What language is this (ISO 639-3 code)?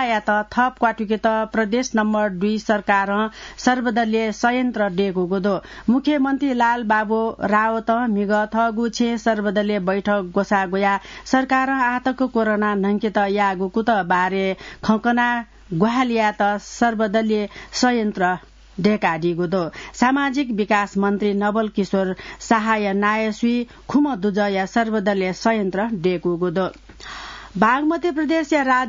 new